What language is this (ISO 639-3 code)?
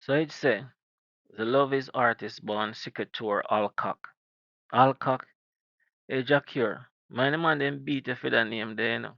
jam